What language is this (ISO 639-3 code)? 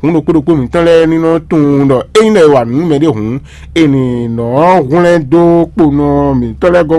fon